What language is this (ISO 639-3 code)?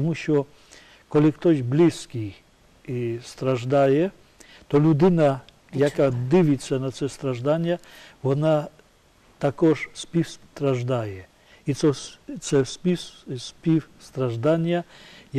ukr